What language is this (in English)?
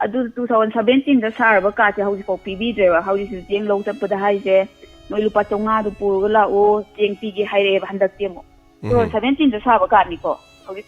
Manipuri